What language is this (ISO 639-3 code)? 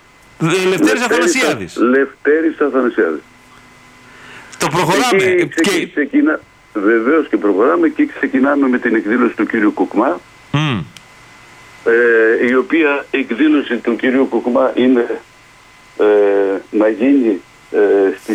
ell